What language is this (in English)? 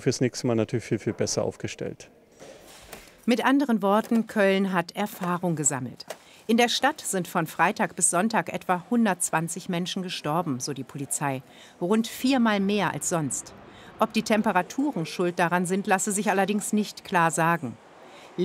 German